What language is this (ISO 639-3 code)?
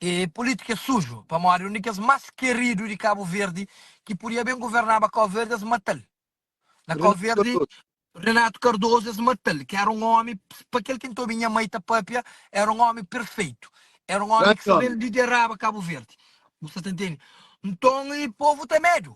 kea